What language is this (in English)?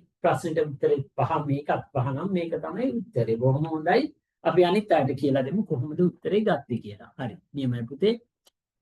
Sinhala